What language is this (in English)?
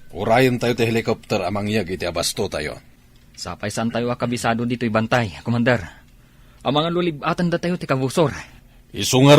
Iloko